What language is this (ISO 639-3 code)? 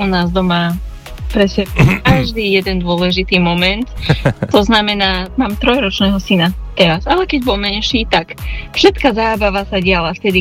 slk